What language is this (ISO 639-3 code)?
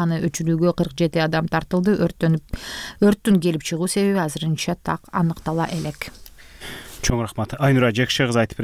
kir